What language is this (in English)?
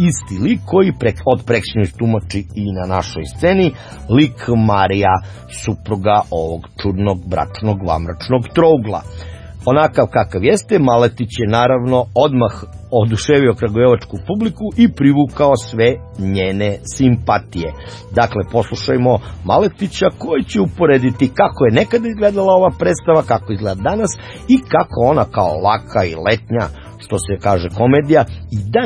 Serbian